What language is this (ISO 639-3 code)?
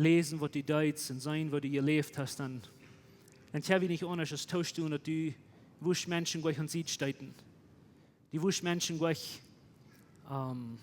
pdt